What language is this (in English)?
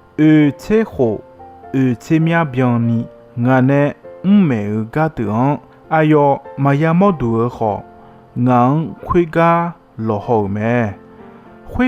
Akha